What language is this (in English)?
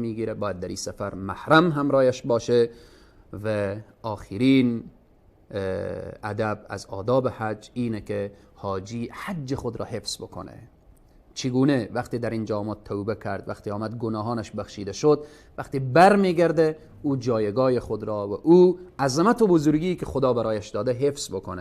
Persian